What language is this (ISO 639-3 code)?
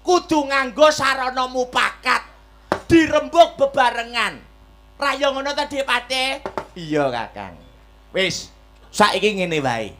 jav